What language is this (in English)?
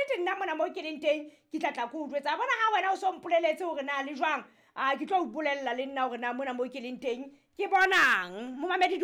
Southern Sotho